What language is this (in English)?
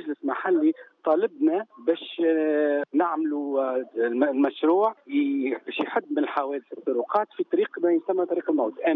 Tunisian Arabic